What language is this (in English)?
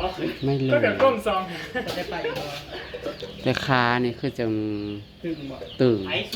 Northeastern Thai